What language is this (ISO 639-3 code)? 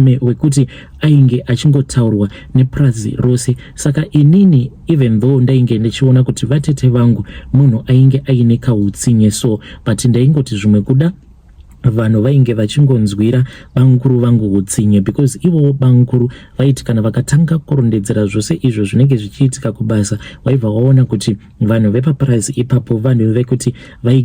sna